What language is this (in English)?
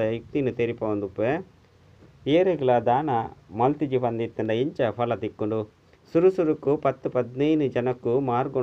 Tulu